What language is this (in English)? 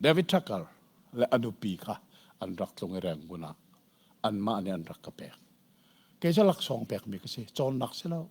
Hakha Chin